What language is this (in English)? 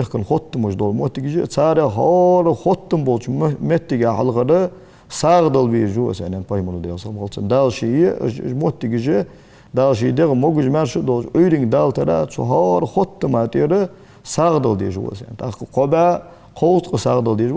Ingush